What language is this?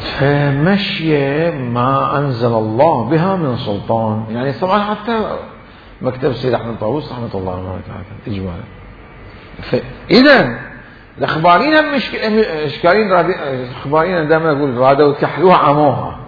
Mesopotamian Arabic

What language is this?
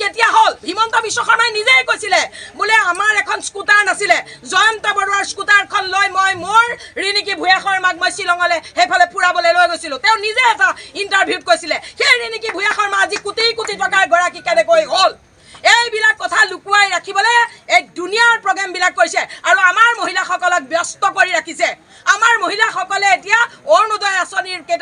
Assamese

